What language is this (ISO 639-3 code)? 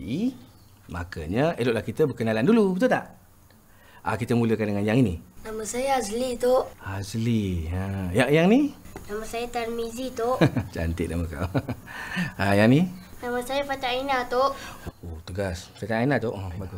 msa